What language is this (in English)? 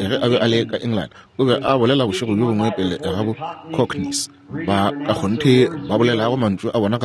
Northern Sotho